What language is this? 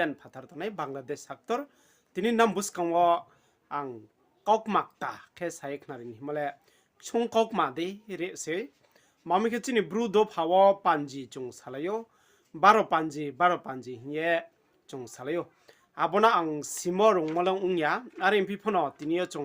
Riang (India)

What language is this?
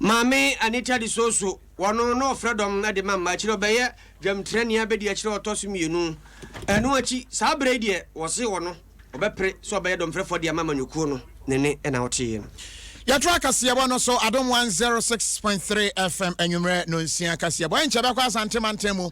Akan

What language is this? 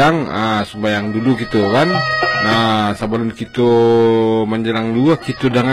Minangkabau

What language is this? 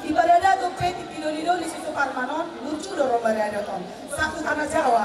Batak Toba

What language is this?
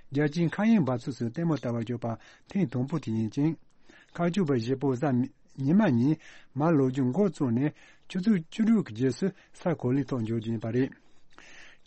Tibetan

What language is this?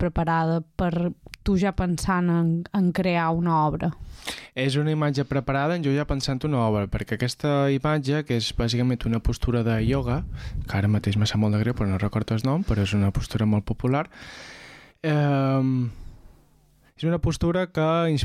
Catalan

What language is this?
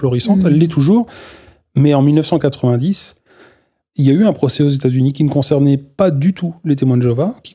French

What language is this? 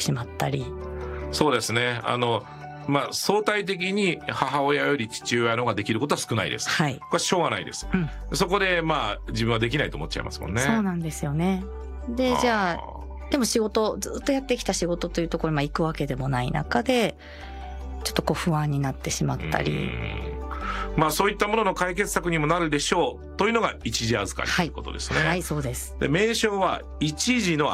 Japanese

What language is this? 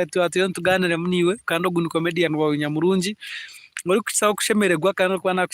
Nyankole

